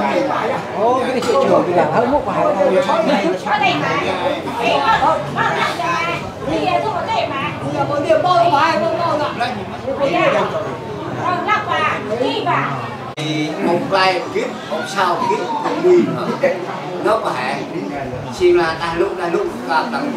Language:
Central Mnong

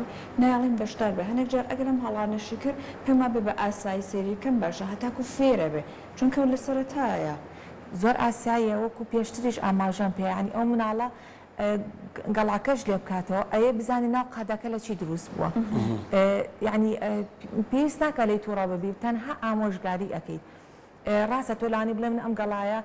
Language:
Central Kurdish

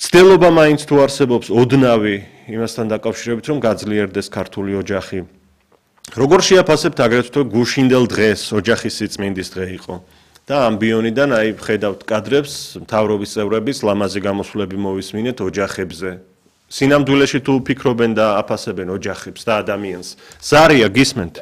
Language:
Georgian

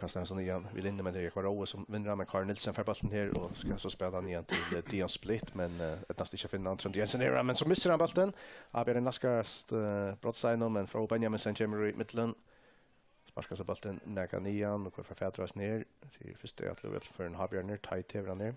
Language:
Faroese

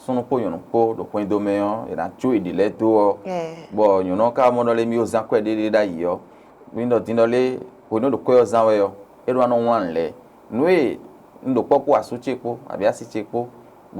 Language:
Fon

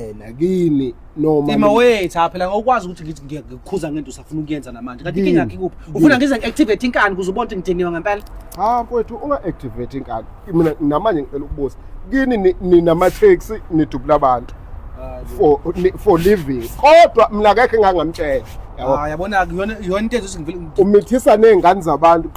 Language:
Zulu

